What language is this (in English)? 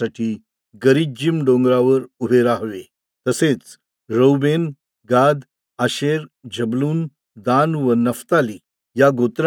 Marathi